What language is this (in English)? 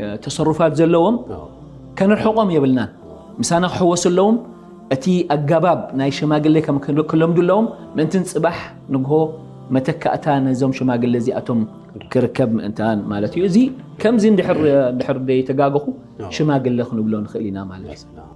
Tigrinya